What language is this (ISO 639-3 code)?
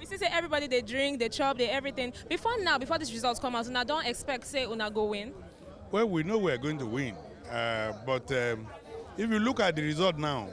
pcm